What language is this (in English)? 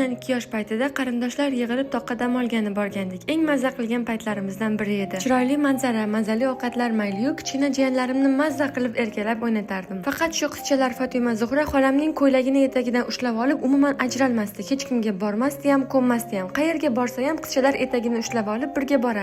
Uzbek